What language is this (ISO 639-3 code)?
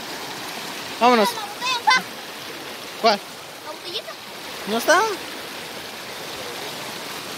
spa